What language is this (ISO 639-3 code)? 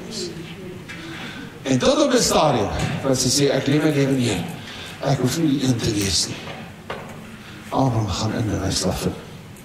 afr